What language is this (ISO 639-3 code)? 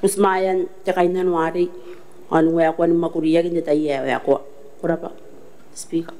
gil